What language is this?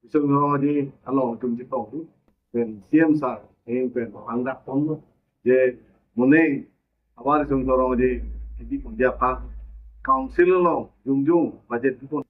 Karbi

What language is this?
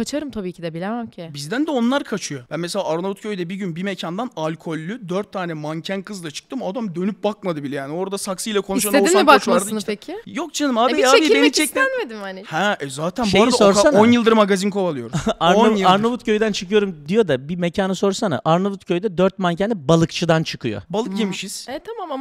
Turkish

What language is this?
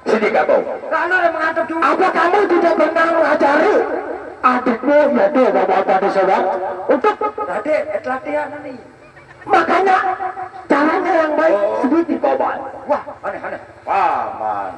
Sasak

